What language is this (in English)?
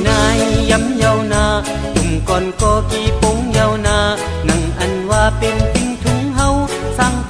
Shan